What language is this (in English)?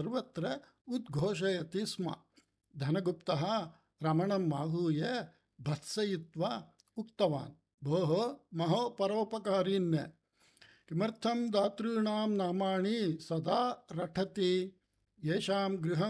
Sanskrit